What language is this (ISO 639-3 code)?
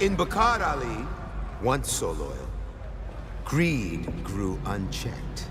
bar